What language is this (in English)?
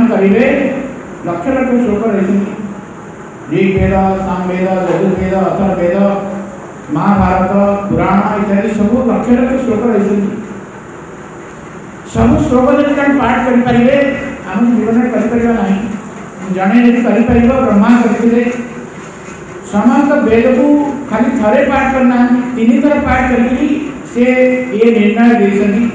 Odia